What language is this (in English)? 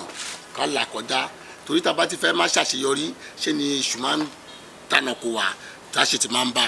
Yoruba